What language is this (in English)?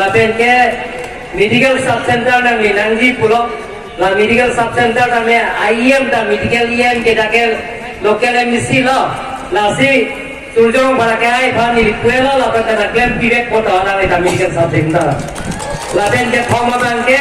Karbi